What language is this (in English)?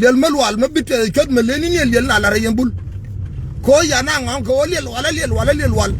Nuer